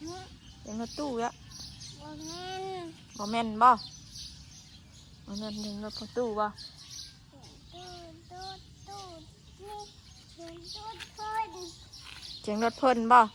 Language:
Northeastern Thai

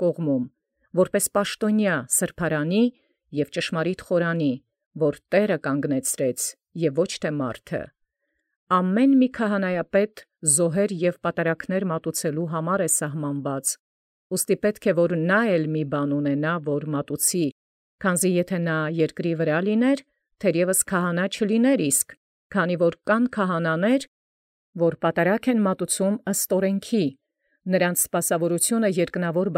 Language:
Armenian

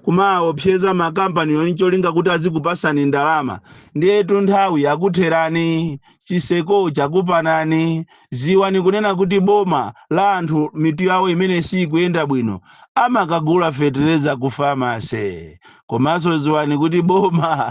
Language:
Nyanja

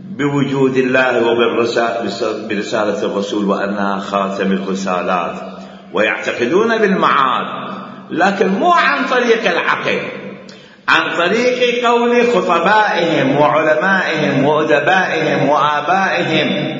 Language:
Mesopotamian Arabic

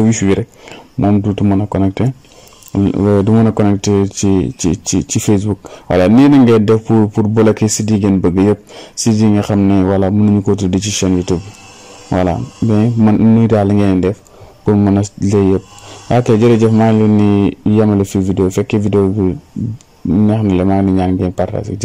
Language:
Wolof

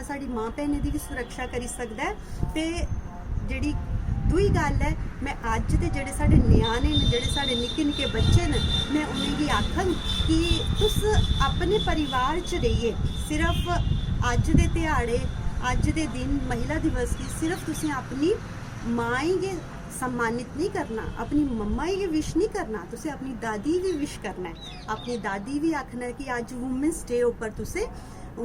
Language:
Dogri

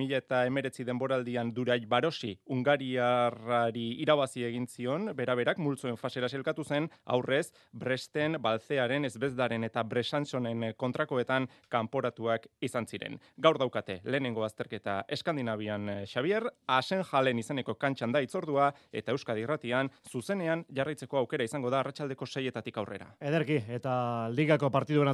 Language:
Basque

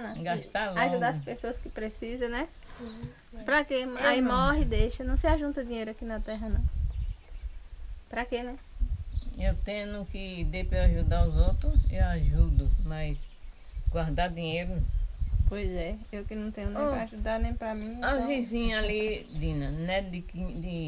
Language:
Portuguese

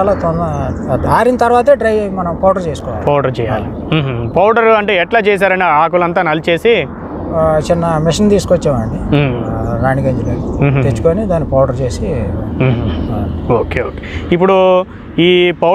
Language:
Telugu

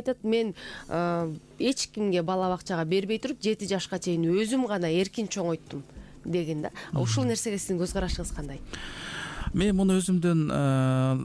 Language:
Kyrgyz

